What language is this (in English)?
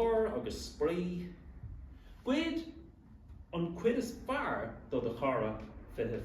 Irish